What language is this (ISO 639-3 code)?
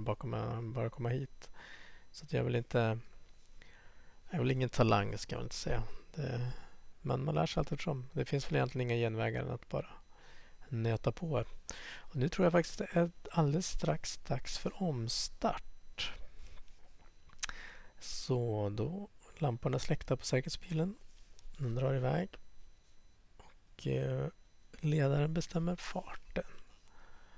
swe